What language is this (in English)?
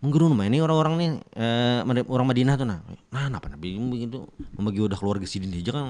Banjar